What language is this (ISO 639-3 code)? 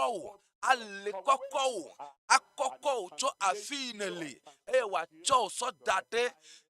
ewe